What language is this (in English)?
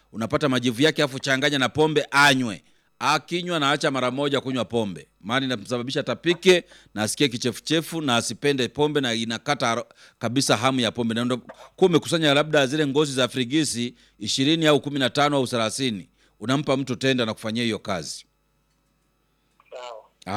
Swahili